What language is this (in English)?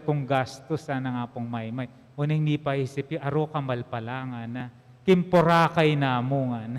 Pampanga